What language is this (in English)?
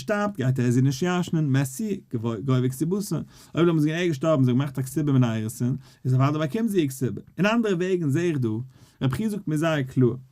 Yiddish